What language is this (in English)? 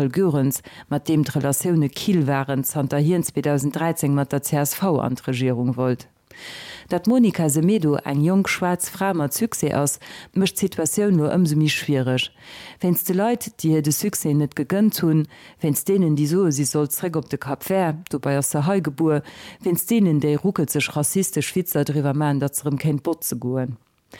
Luxembourgish